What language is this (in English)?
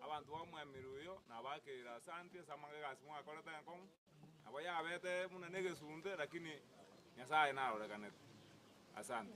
Gusii